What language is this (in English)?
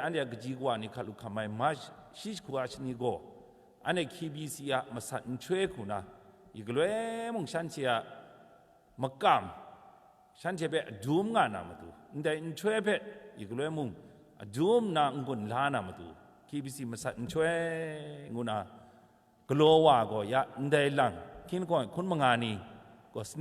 Kachin